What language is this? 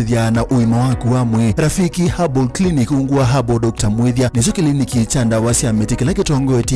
Kamba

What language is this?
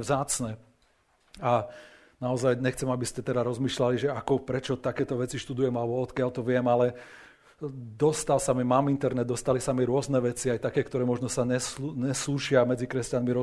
Slovak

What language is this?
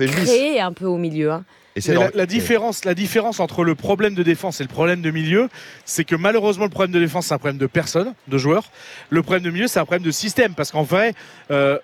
French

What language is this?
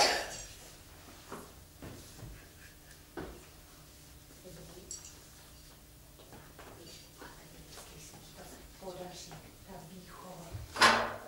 Czech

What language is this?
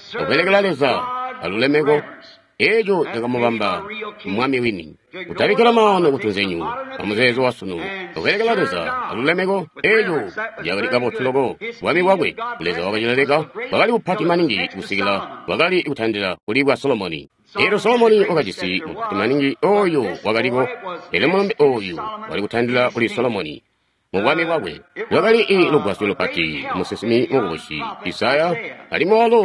Tonga (Zambia)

